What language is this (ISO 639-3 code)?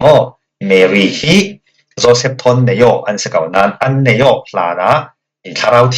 cfm